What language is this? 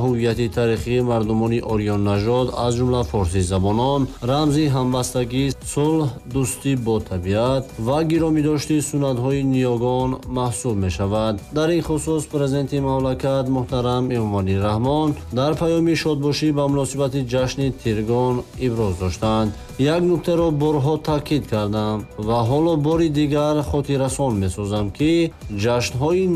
Tajik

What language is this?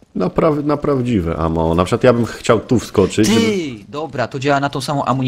Polish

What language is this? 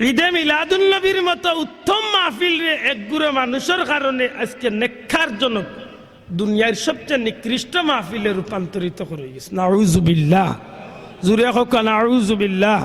Sylheti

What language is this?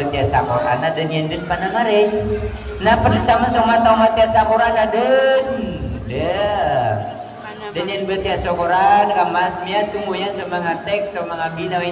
Maranao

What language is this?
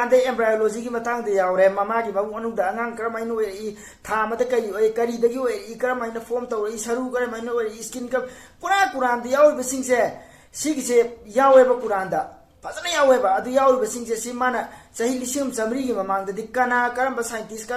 Manipuri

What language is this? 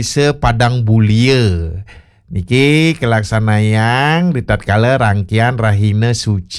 Balinese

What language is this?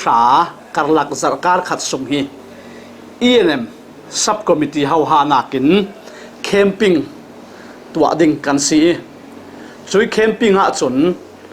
Falam Chin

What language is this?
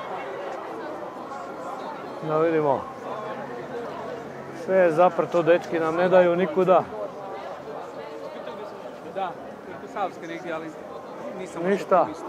Croatian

